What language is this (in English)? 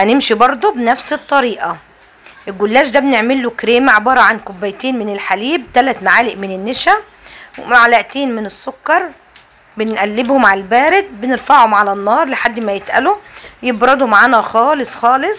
Egyptian Arabic